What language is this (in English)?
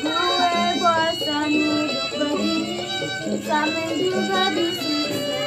Betawi